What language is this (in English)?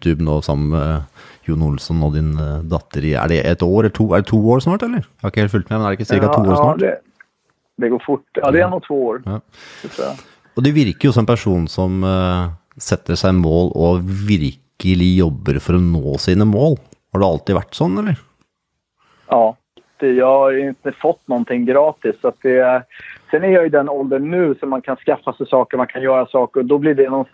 Swedish